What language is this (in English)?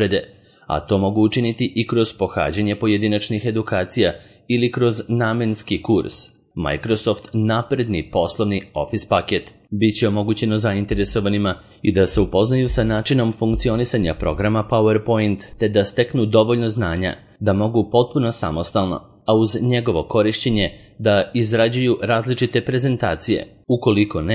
Serbian